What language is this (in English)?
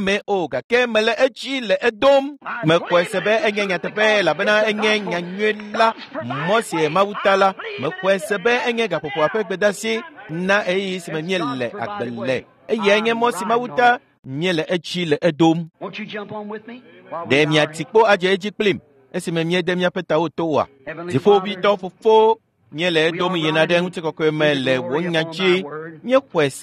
Ewe